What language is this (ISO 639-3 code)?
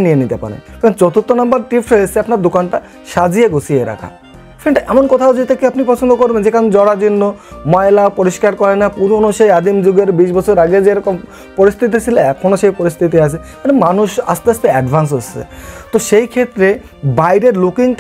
ben